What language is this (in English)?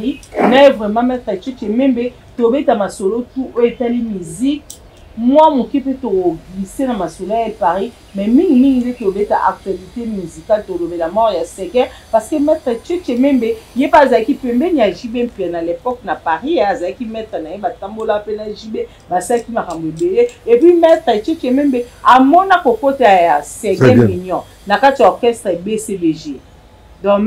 Lingala